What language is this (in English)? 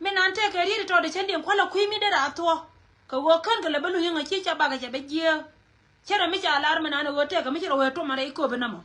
Nuer